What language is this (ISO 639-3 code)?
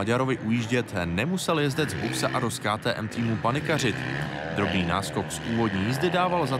ces